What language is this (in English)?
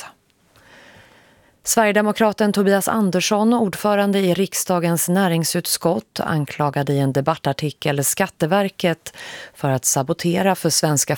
Swedish